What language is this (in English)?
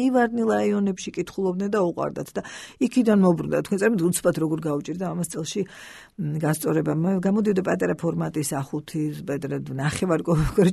Georgian